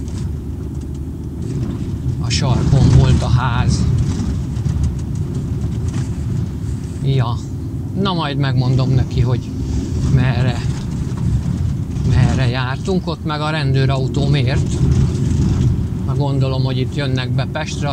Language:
Hungarian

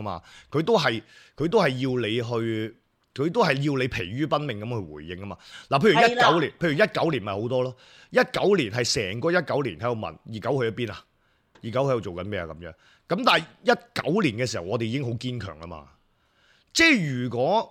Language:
Cantonese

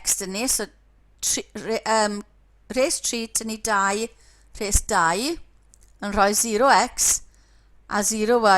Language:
Welsh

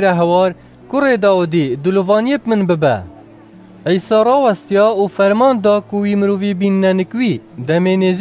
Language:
Kurdish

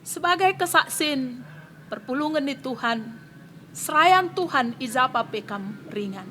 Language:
Batak Karo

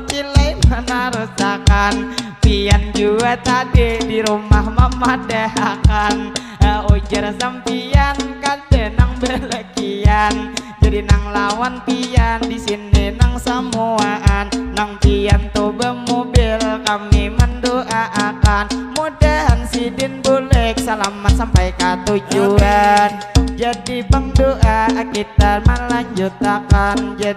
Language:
Banjar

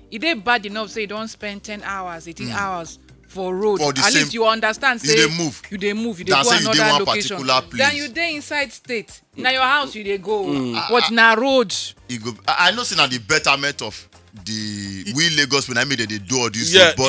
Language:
Nigerian Pidgin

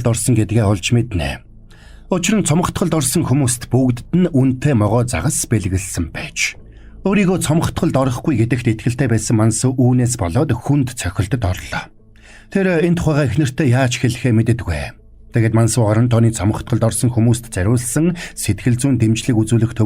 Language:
Mongolian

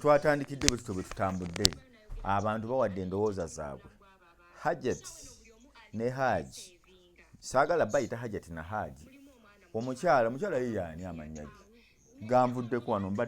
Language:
Ganda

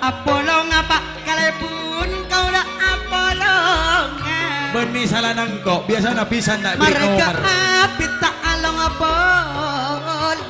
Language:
Madurese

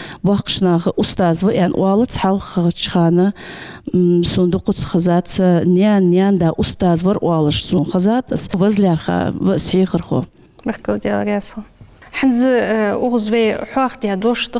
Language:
Ingush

